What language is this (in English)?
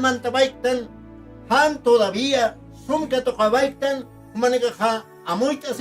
Aymara